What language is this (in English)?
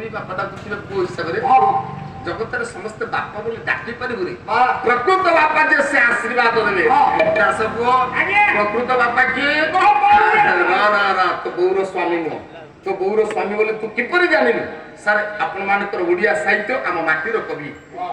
Odia